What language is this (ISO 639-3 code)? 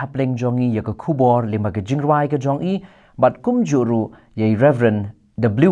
kha